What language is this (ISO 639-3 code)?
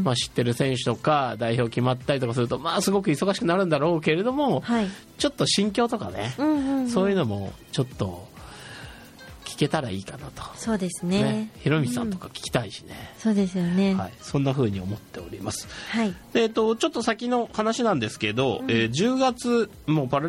jpn